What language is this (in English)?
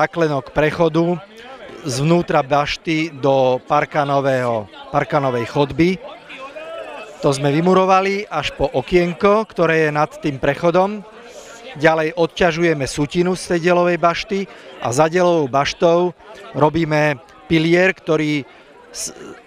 Slovak